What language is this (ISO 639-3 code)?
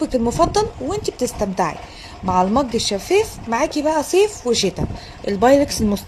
arz